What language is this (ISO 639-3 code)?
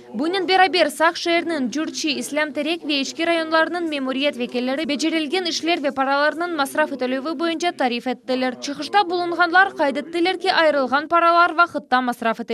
crh